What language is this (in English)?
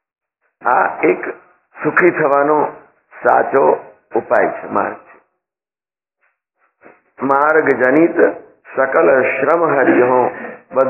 Gujarati